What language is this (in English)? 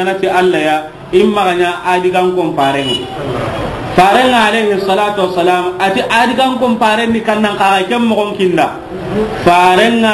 Soninke